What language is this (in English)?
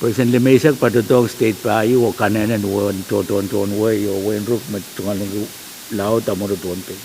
Pohnpeian